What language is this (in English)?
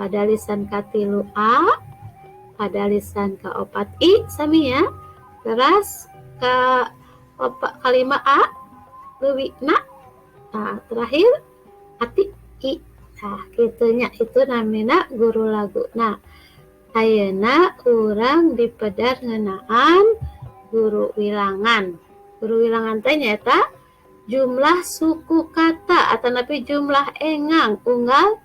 Sundanese